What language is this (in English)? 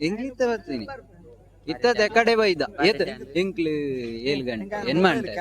Tulu